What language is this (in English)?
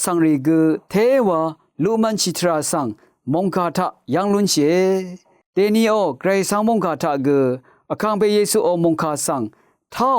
Rawang